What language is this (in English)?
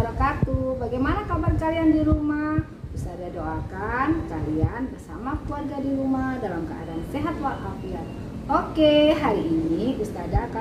Indonesian